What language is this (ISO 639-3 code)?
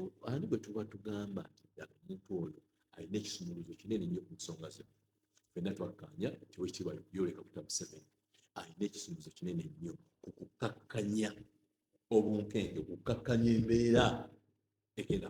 lug